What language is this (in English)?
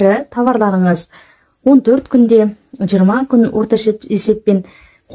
Kazakh